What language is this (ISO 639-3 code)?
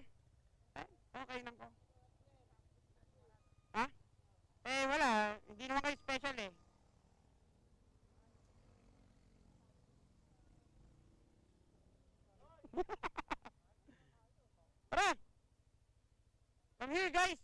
fil